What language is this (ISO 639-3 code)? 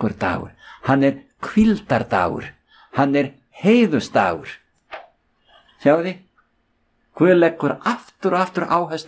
isl